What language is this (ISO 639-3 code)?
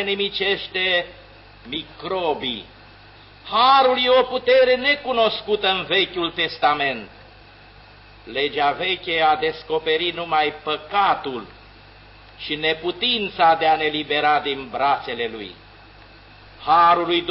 ron